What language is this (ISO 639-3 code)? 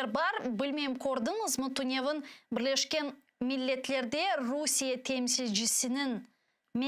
crh